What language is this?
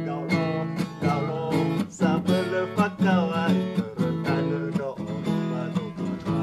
Nias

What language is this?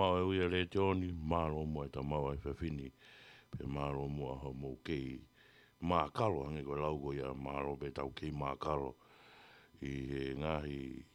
Tongan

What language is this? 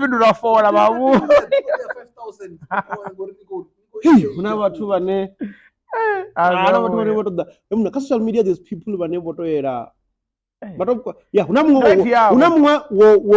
Venda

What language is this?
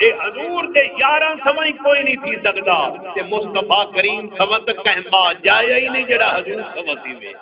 Saraiki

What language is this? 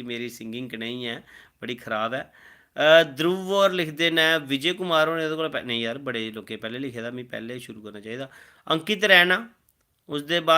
Dogri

